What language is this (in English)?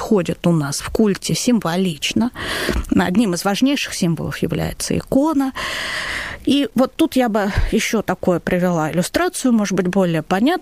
Russian